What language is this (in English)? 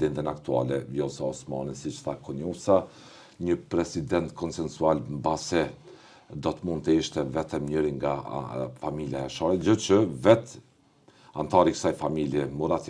Albanian